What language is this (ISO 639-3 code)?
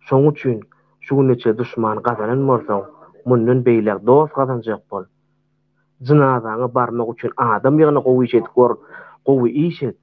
tuk